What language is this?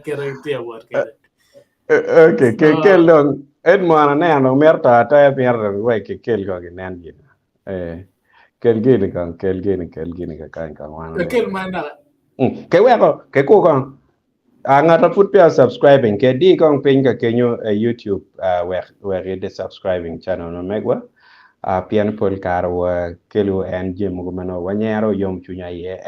Acoli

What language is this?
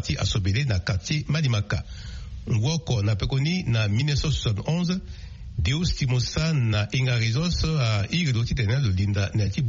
Sango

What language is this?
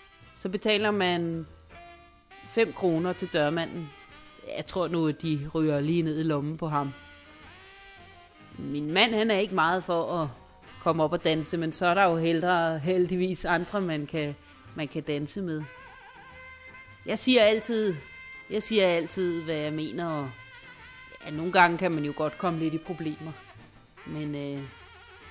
Danish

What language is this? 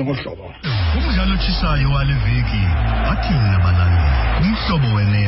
Xhosa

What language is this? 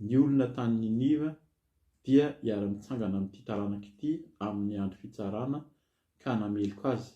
Malagasy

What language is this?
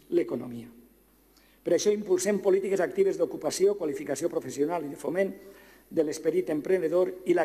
Catalan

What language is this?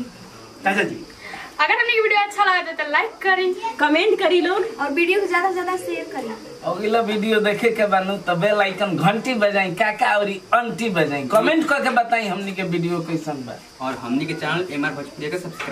Bhojpuri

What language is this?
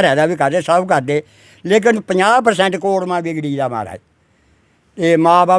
Dogri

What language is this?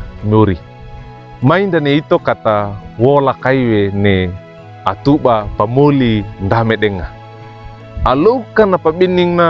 Wejewa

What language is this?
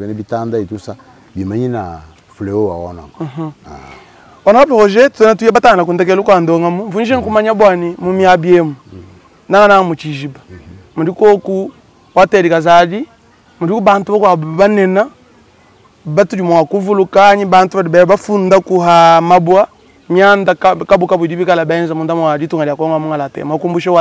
Luba-Lulua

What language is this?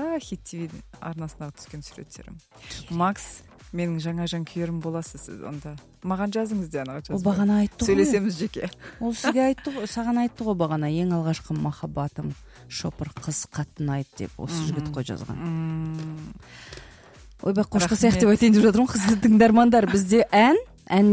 Kazakh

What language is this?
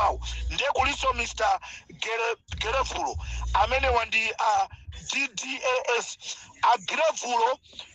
Nyanja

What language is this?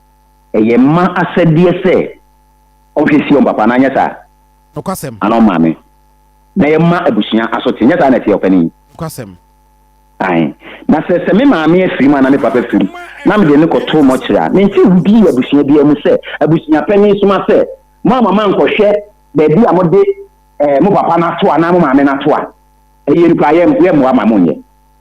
Akan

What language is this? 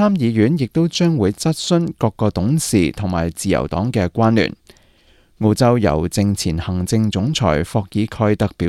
Cantonese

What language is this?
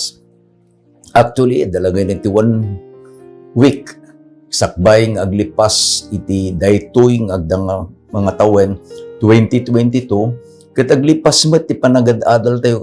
Iloko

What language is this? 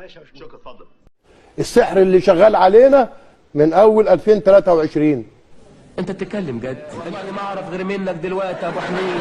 Egyptian Arabic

